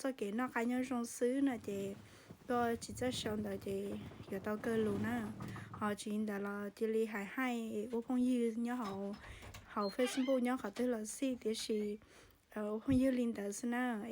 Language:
Hmong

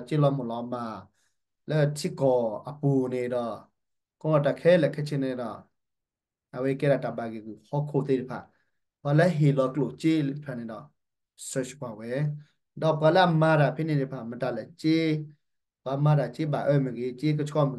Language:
S'gaw Karen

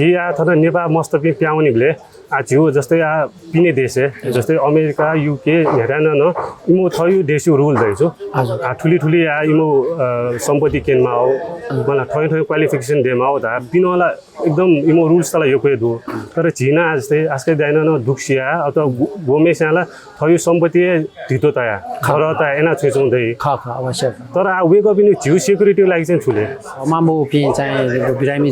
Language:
Newari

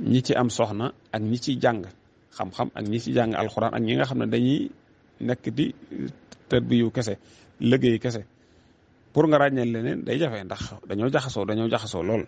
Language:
Wolof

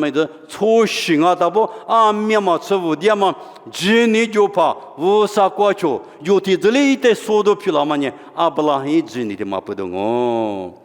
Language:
Lisu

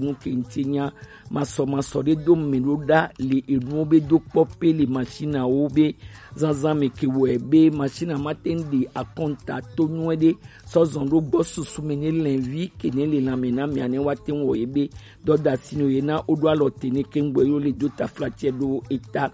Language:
Gen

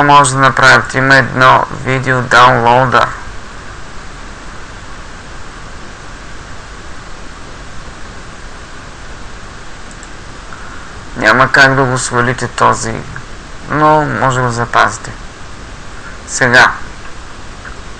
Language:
Bulgarian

